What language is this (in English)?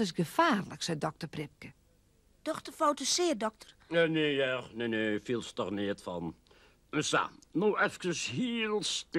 Western Frisian